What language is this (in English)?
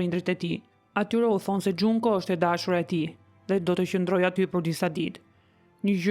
Albanian